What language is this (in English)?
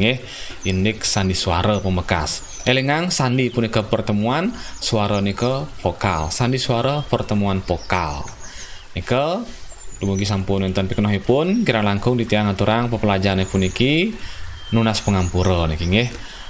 Balinese